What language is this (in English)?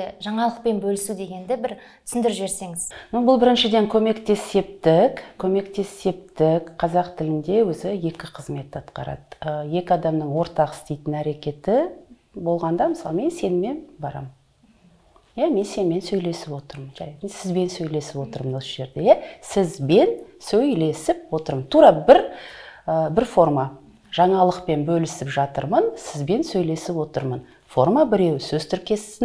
Kazakh